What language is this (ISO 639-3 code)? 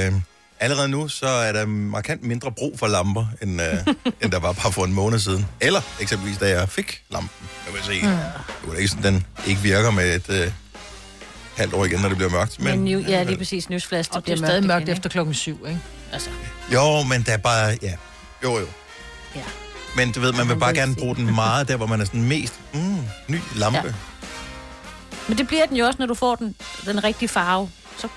dan